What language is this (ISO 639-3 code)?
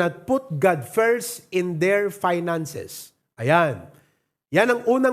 ilo